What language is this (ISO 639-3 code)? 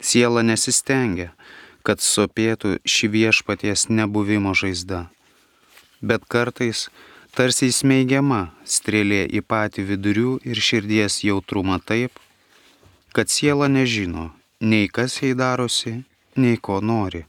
lit